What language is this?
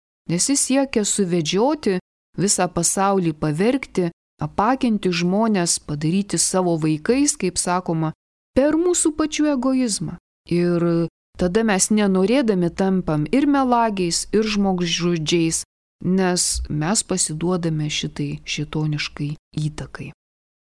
Lithuanian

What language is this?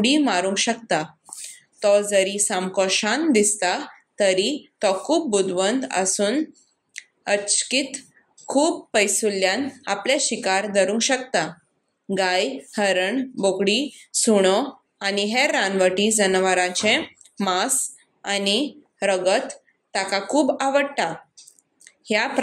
Konkani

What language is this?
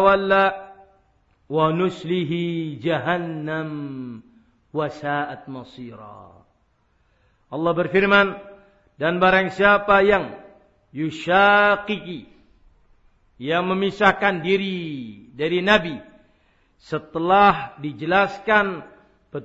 Indonesian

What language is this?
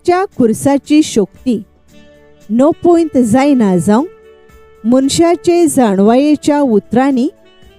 Konkani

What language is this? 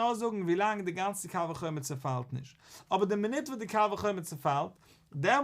Yiddish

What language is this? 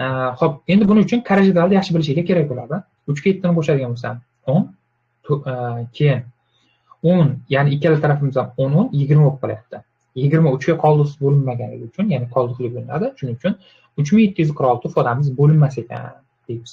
Uzbek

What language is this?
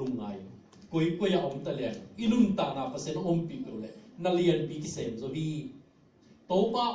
Tedim Chin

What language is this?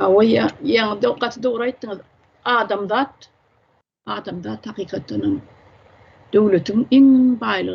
Turkmen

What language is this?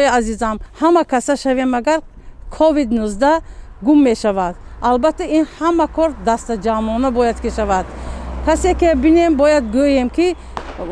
Tajik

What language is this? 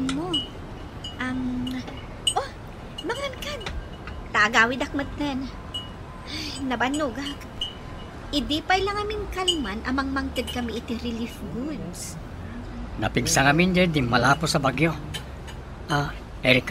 Iloko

